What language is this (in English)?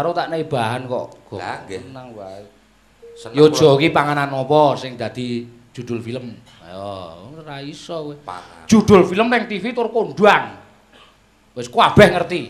Javanese